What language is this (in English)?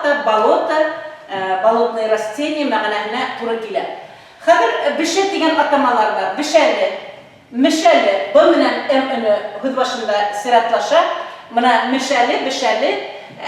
Bashkir